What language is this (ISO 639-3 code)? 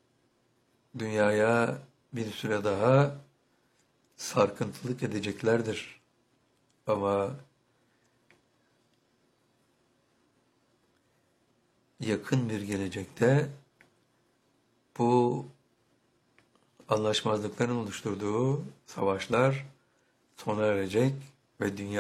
tur